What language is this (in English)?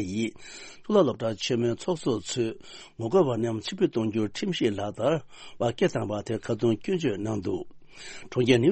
Tibetan